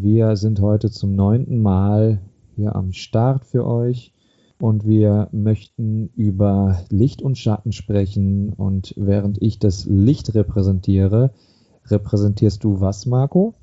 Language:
German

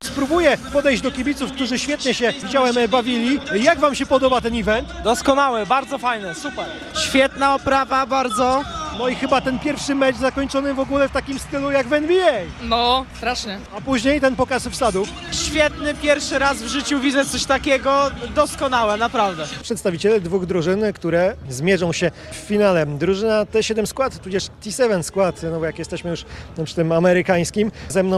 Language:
Polish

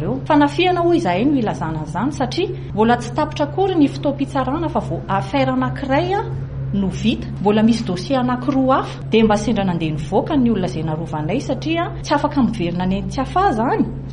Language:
Malagasy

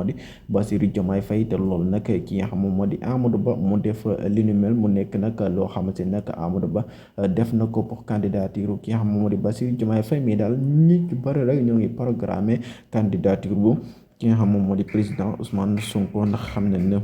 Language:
Wolof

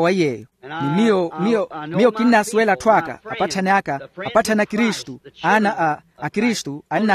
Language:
Makhuwa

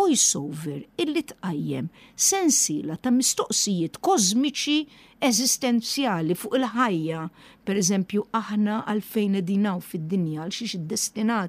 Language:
Maltese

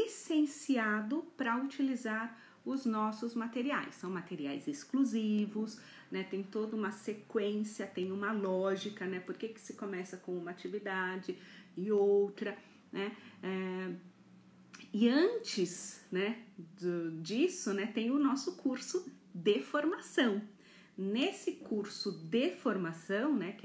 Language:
Portuguese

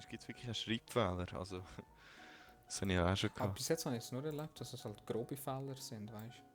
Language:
Swiss German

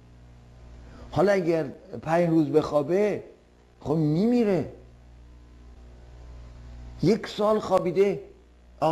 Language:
Persian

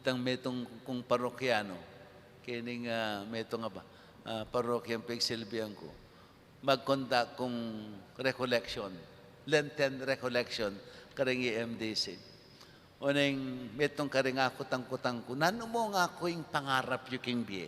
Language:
Pampanga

